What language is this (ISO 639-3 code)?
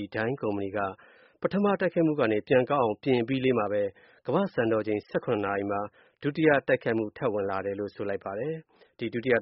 mya